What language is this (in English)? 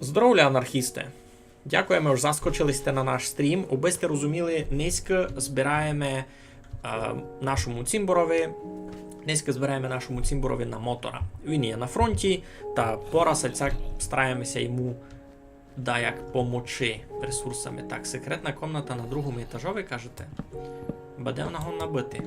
Rusyn